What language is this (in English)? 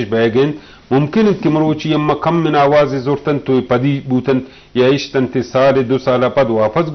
Baluchi